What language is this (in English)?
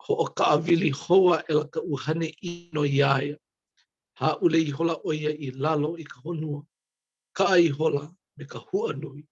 Hawaiian